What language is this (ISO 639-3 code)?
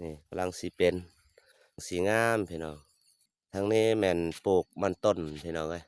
lao